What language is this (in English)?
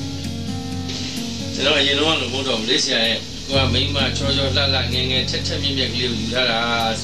Burmese